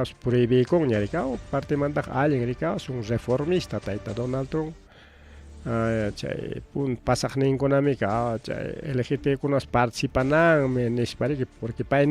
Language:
Ayacucho Quechua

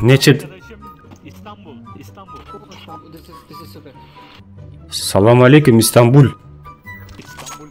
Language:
Kara-Kalpak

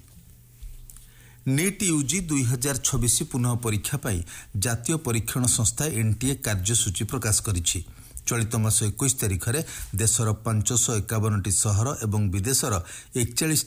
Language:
Odia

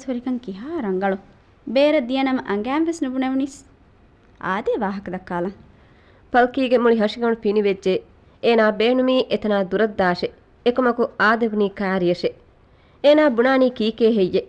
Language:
Divehi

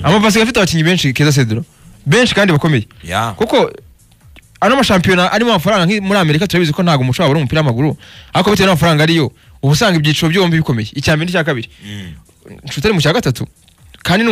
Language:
Kinyarwanda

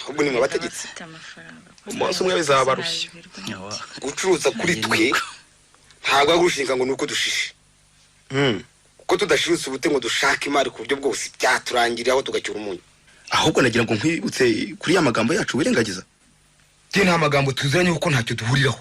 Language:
Kinyarwanda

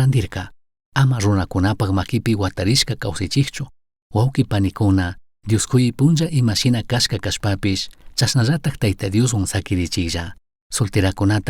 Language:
Chimborazo Highland Quichua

